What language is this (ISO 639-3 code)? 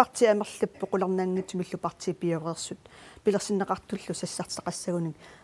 kal